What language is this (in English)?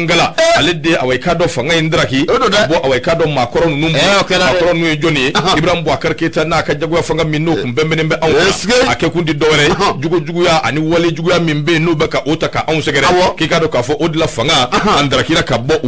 Bambara